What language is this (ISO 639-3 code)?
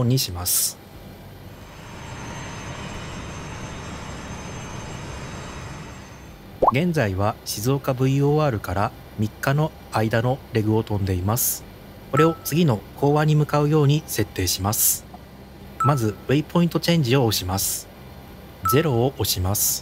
jpn